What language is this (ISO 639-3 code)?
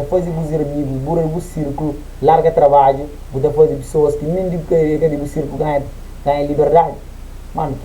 kea